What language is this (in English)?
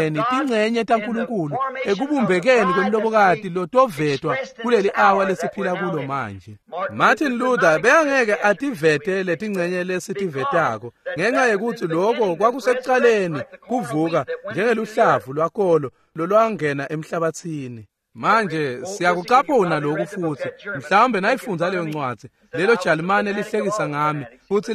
Swati